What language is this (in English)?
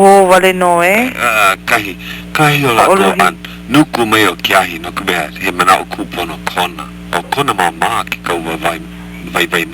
Hawaiian